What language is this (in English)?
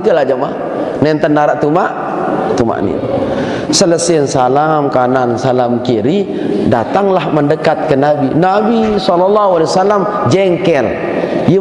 Sasak